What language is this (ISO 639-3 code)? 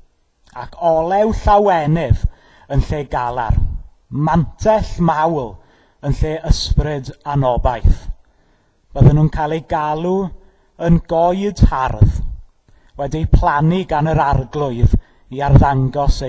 cym